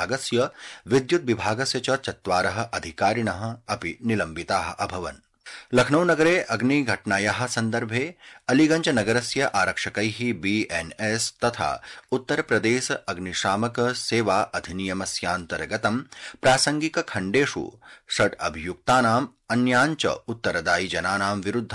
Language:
Sanskrit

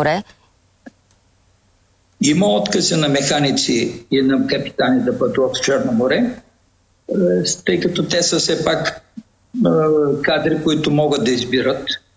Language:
Bulgarian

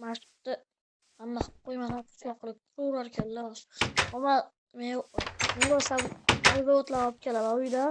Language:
Uzbek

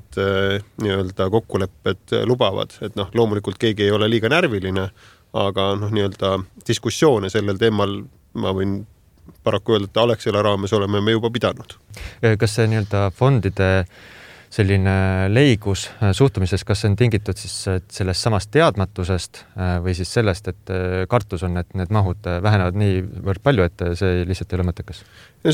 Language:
Estonian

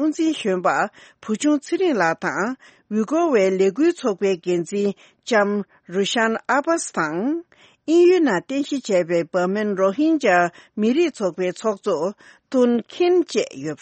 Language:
Tibetan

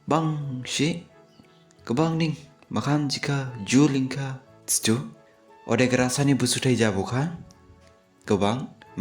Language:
Dimasa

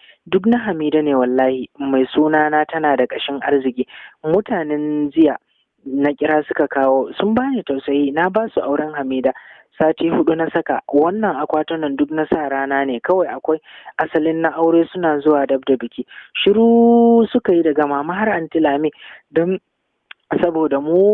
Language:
Hausa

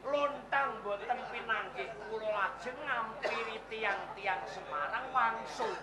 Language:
Javanese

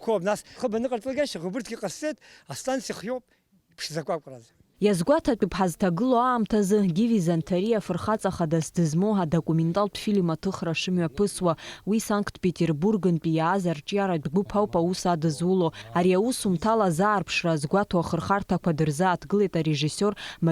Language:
Abkhazian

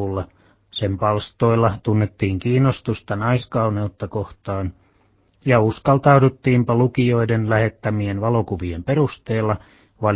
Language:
Finnish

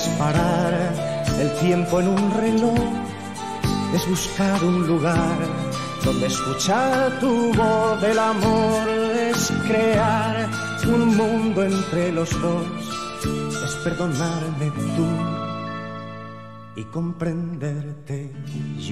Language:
Spanish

